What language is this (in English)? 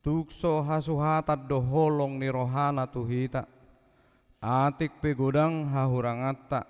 Batak Toba